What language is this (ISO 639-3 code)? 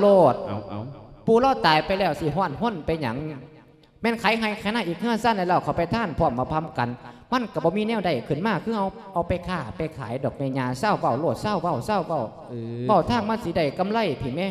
lao